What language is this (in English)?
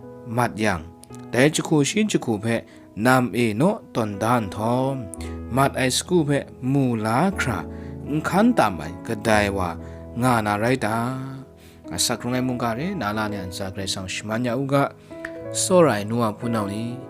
Kachin